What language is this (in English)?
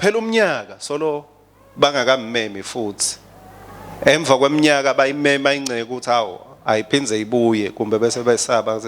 Swati